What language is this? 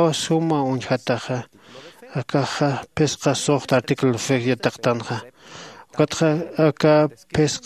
Aymara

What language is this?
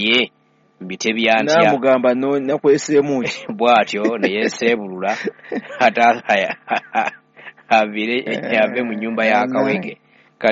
Ganda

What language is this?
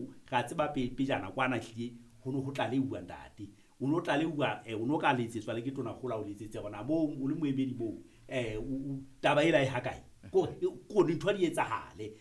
Southern Sotho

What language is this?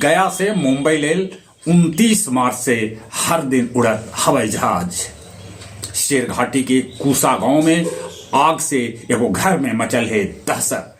Magahi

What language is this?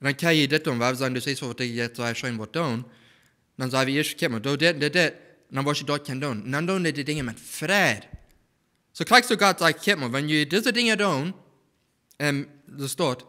Plautdietsch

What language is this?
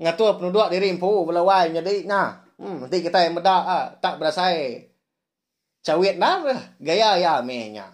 Iban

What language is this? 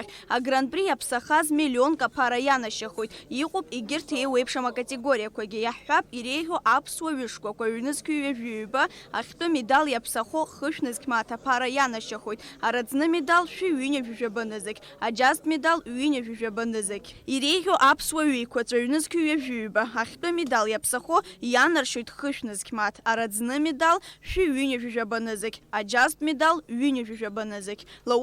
Abkhazian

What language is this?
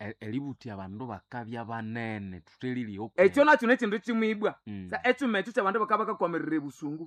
Nande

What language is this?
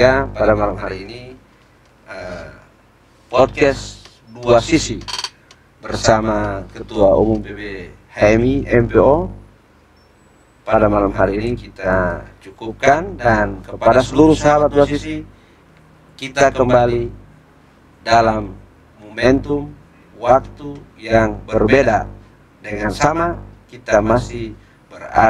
Indonesian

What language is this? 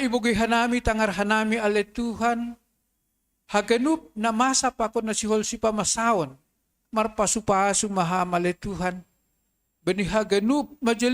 Batak Simalungun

